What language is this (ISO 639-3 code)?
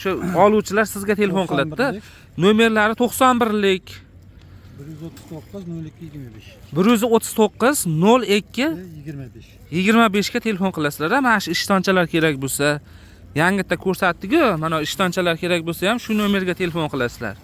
uzb